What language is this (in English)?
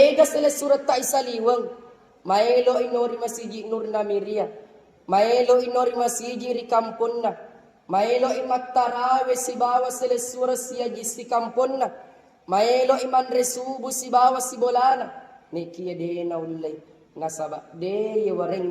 Buginese